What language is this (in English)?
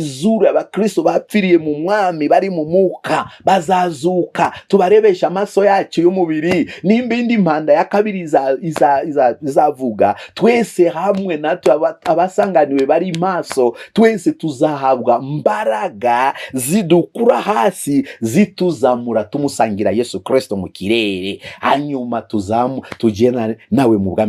Kinyarwanda